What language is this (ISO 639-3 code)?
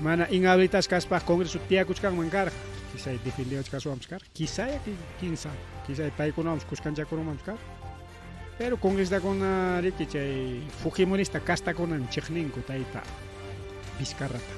quy